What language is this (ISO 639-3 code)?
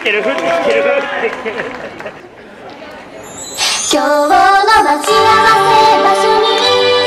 jpn